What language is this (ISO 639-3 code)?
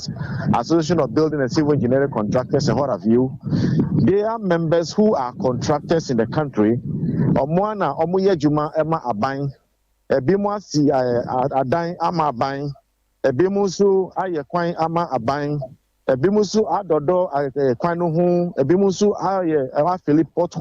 aka